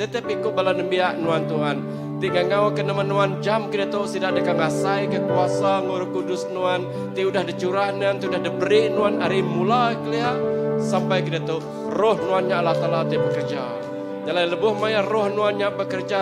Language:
Iban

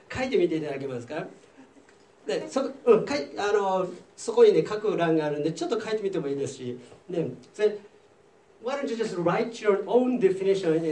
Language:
Japanese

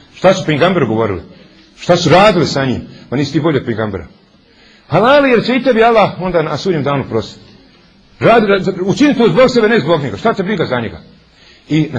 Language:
Bosnian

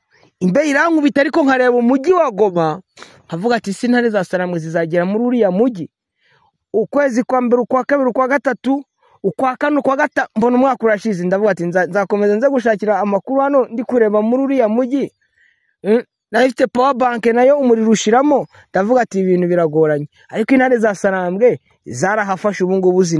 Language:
Kinyarwanda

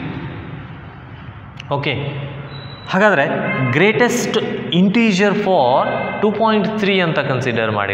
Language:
Kannada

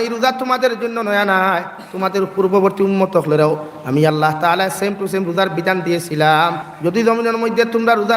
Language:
Sylheti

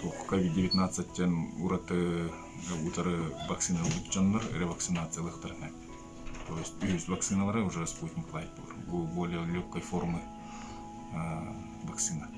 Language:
Yakut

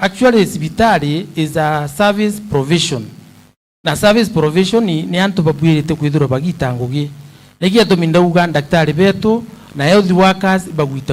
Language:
Meru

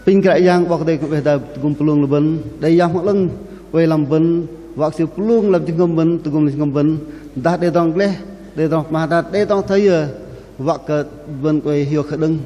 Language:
Bahnar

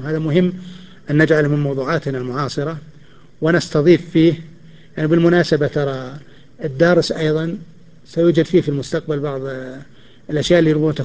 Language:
Arabic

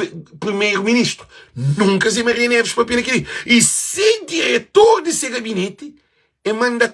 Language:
Kabuverdianu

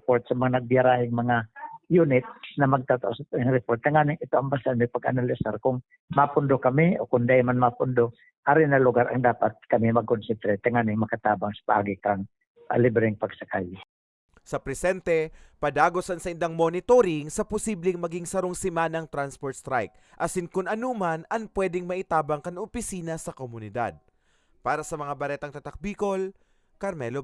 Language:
Bikol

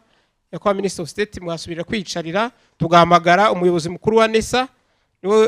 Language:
Kinyarwanda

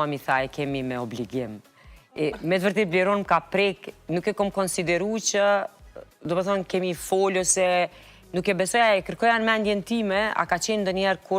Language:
Albanian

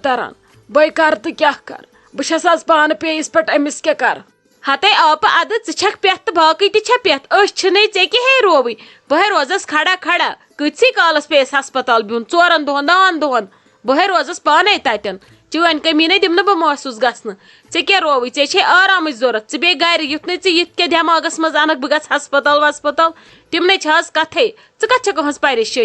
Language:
Kashmiri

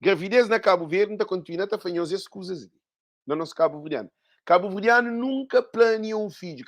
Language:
Kabuverdianu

